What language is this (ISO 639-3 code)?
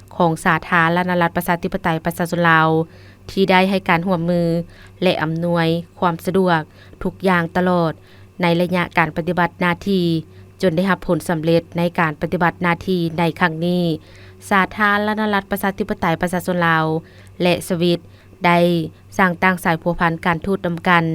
lao